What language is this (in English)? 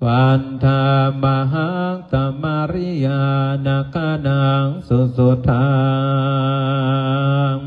Pali